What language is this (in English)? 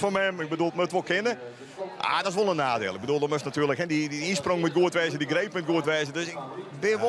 Western Frisian